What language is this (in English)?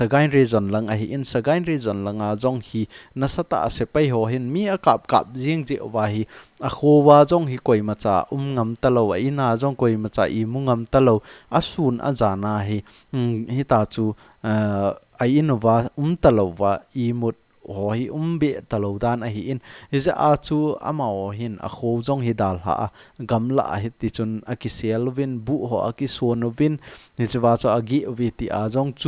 Thado Chin